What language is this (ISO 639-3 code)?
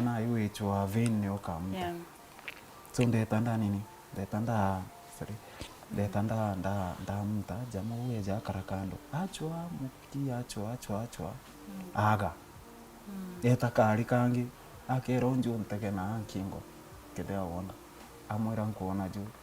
mer